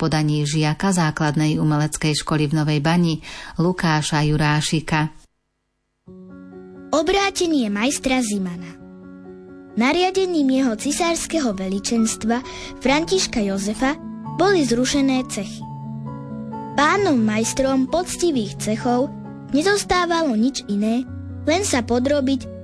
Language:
Slovak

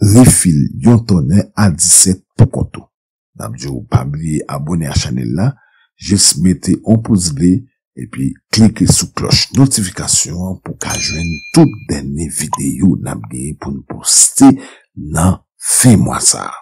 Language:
Haitian Creole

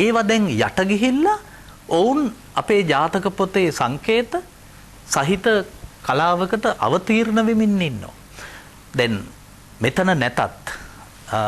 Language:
Sinhala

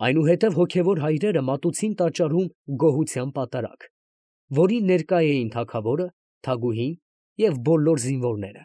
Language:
Armenian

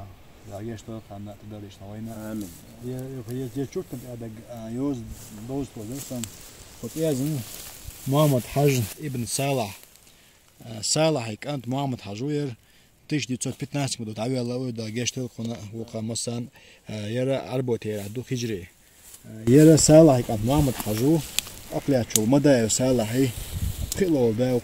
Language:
Chechen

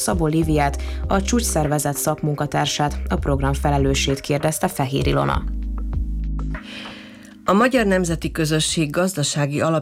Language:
Hungarian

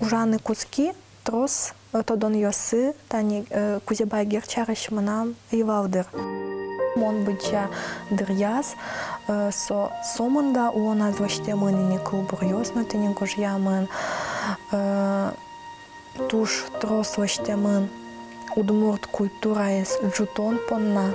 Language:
Udmurt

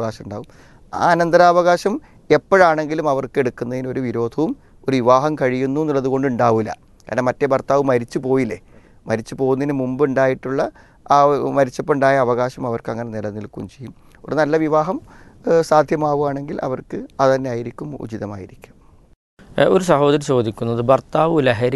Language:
Malayalam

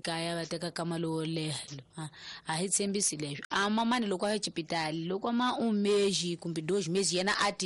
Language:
Tsonga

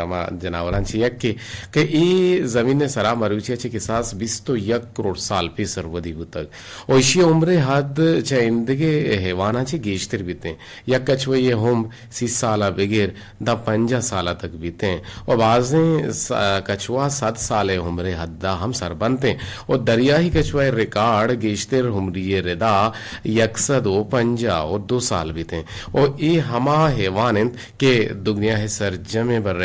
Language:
Eastern Balochi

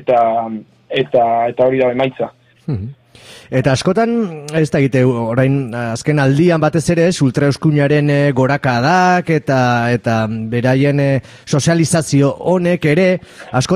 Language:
Basque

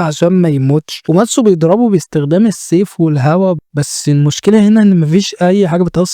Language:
Egyptian Arabic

